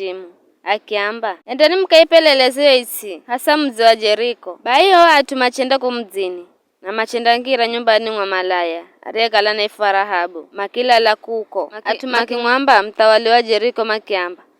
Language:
Giryama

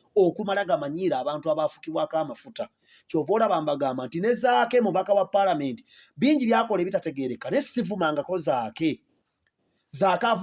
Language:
Ganda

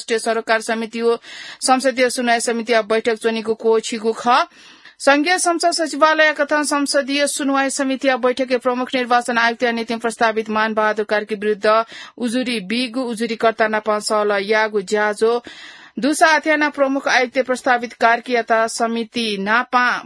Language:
Newari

